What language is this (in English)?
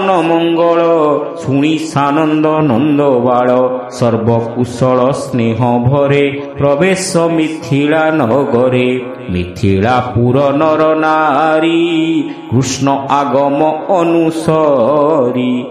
Odia